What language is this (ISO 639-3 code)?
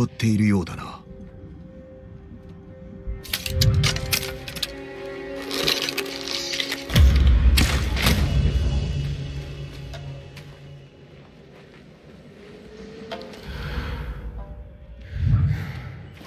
jpn